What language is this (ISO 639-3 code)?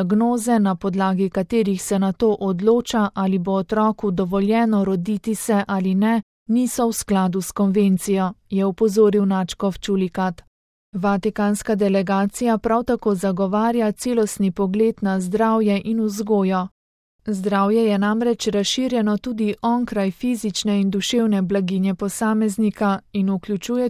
slv